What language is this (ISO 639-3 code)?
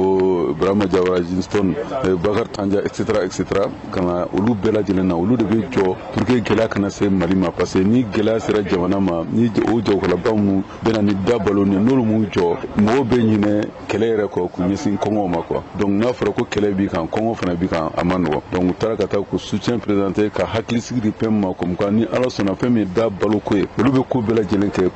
bam